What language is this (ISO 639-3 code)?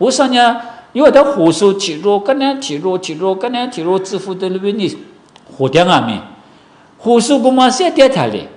lis